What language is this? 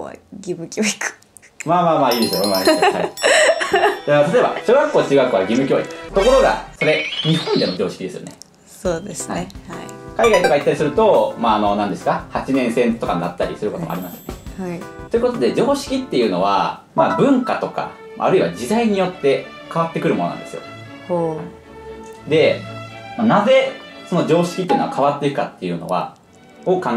Japanese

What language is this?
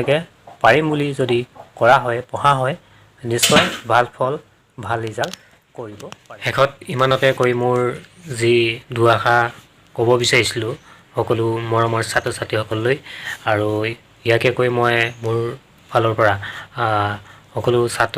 Assamese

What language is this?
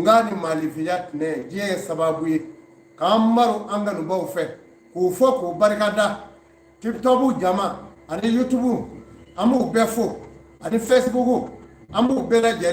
Bambara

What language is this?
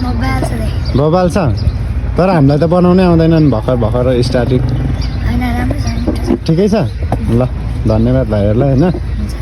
Nepali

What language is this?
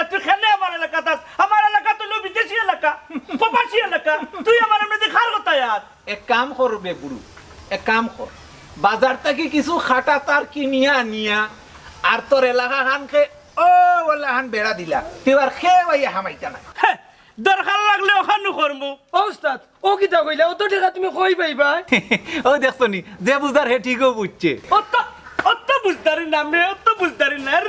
Sylheti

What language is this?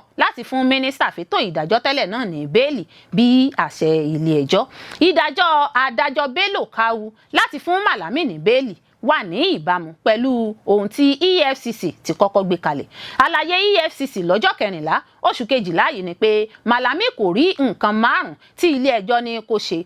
Yoruba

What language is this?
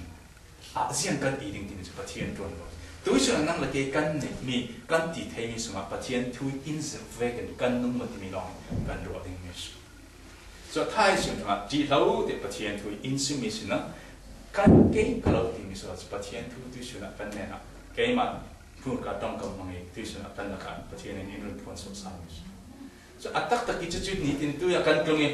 Falam Chin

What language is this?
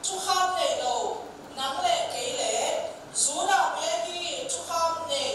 Tedim Chin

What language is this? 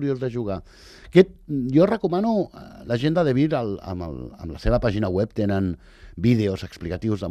Catalan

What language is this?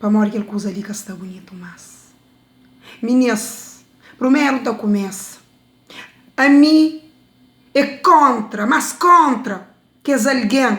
Kabuverdianu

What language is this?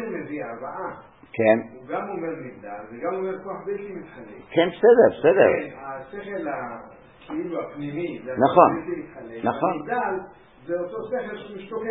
Hebrew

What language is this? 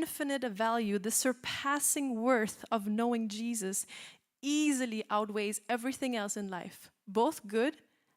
English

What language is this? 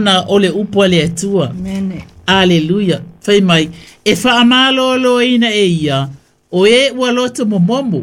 Samoan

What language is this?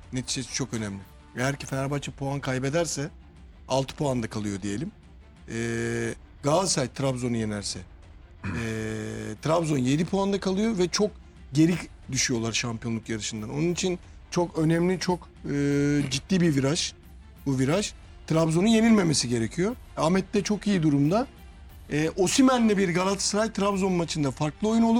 Turkish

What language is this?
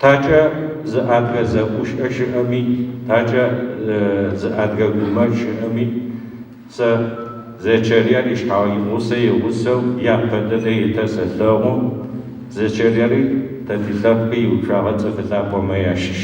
Adyghe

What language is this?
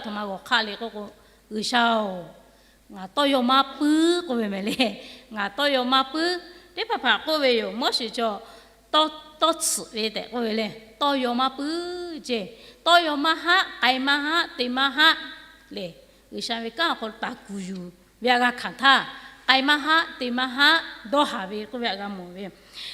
Lahu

